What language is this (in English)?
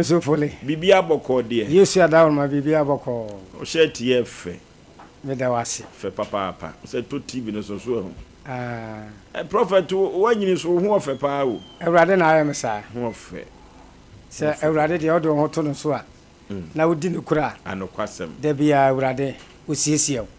Akan